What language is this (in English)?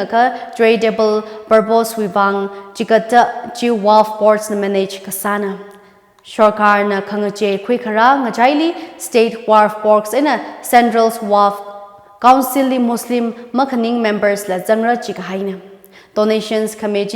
Tangkhul Naga (India)